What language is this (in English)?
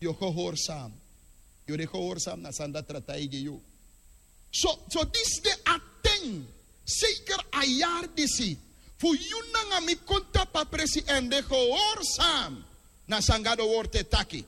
Sranan Tongo